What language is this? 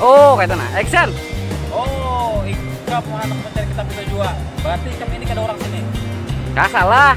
Banjar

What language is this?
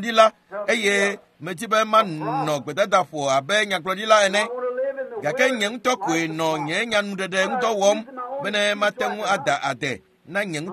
Ewe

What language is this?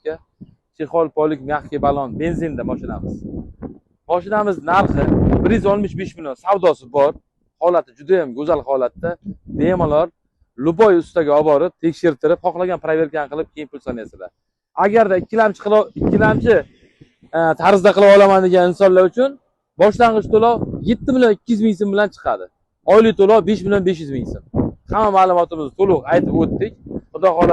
Uzbek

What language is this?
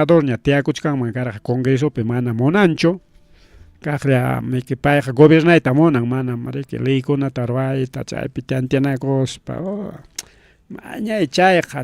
Ayacucho Quechua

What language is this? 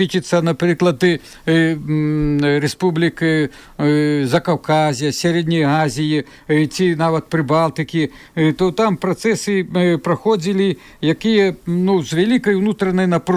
Belarusian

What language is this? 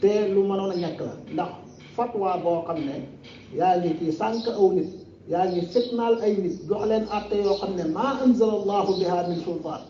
Wolof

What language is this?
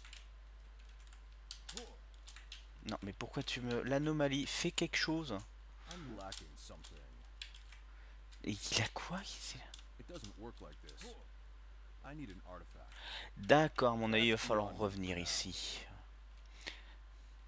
French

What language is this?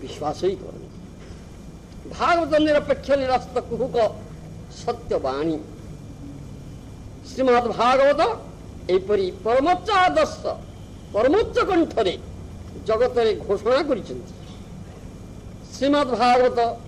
Odia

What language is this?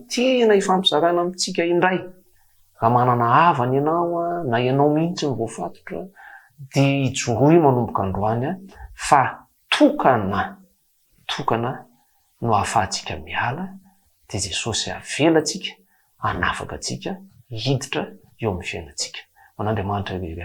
Malagasy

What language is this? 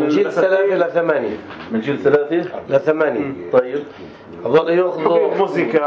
North Levantine Arabic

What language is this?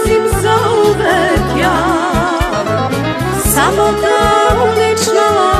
Serbian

